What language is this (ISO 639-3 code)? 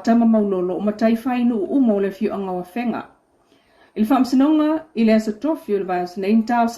smo